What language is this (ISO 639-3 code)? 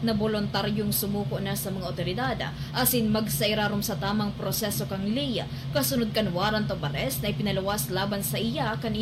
bik